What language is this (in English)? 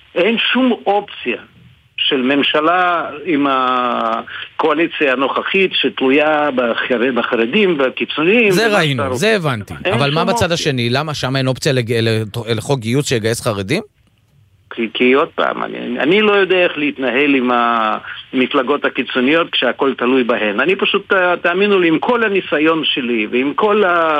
Hebrew